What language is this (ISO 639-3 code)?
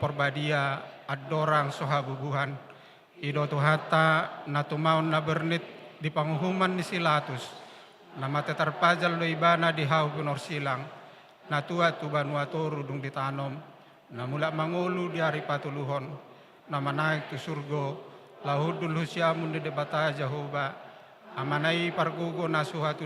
bbc